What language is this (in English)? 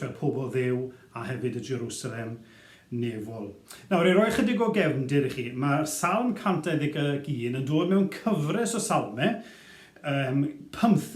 Welsh